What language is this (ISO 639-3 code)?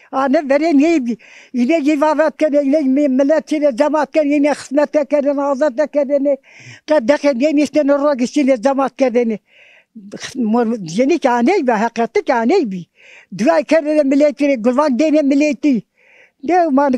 zza